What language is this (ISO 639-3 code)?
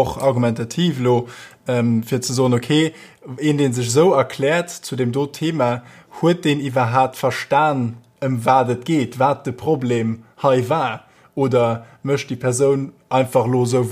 ltz